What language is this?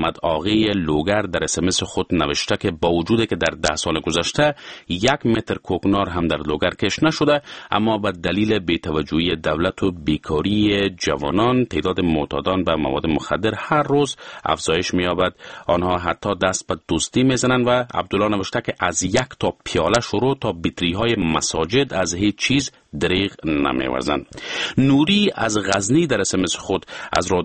Persian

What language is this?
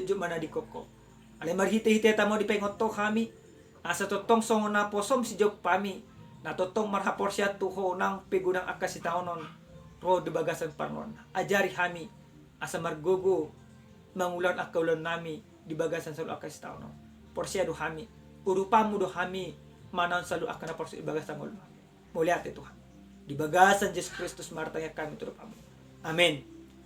Batak Toba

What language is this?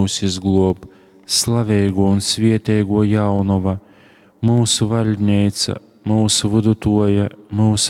Latgalian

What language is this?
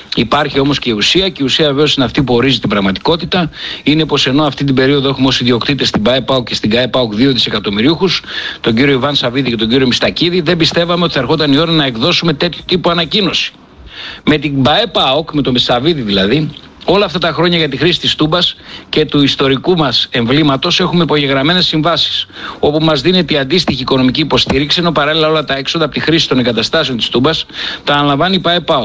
Greek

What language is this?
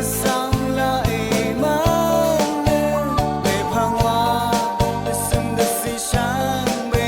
Rawang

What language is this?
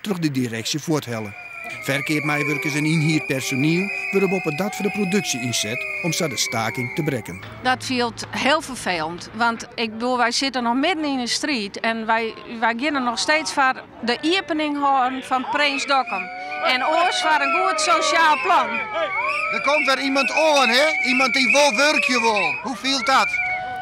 Western Frisian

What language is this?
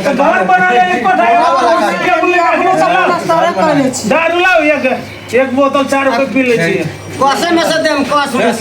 Maithili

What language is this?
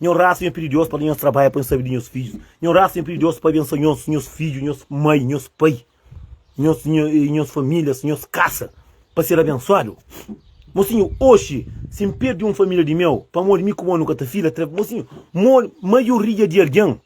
Kabuverdianu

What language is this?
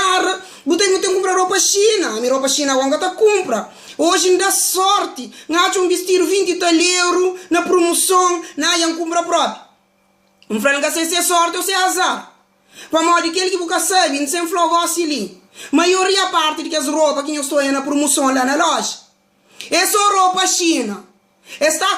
Kabuverdianu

